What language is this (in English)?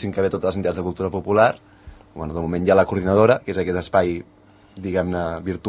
Catalan